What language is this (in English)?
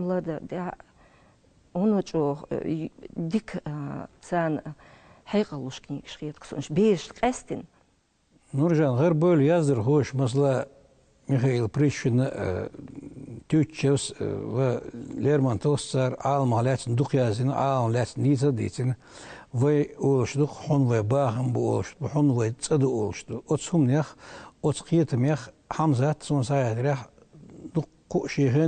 Chechen